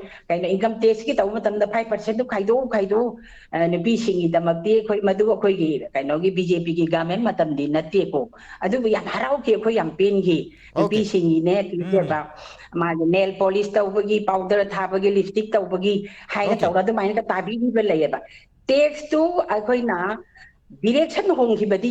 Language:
Manipuri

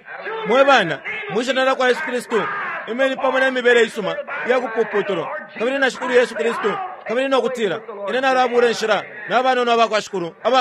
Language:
Bemba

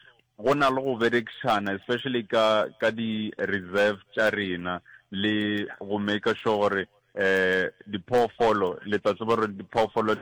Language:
Northern Sotho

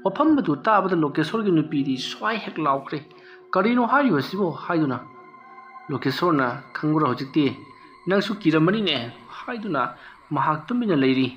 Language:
Manipuri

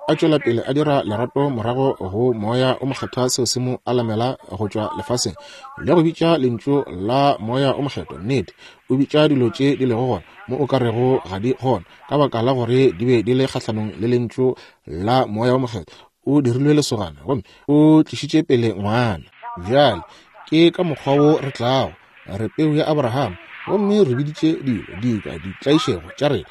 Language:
Northern Sotho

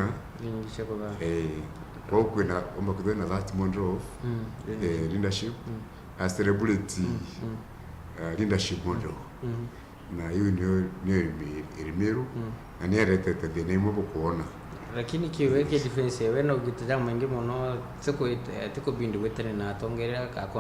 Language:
Meru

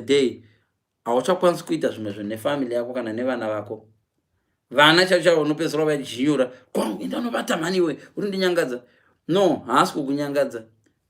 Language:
Shona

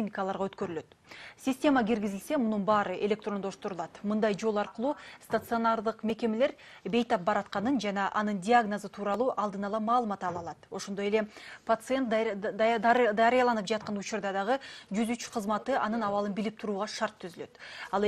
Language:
Kyrgyz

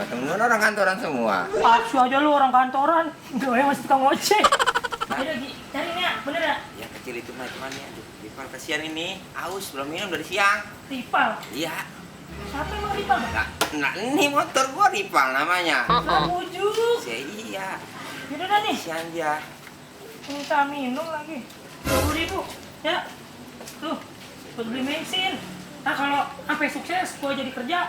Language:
Betawi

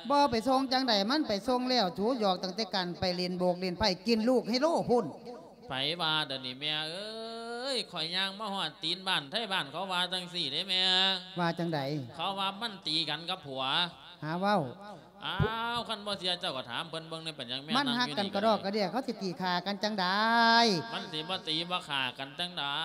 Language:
Lao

